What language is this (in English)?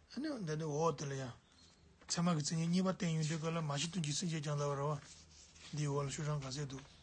Tibetan